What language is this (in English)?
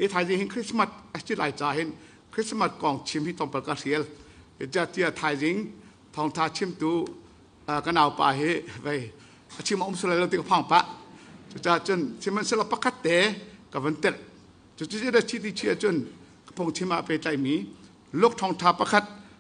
Hakha Chin